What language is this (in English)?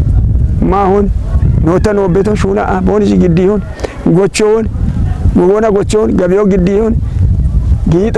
Kafa